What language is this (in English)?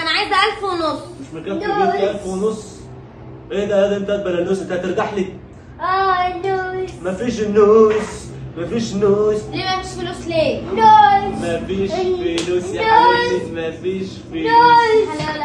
Egyptian Arabic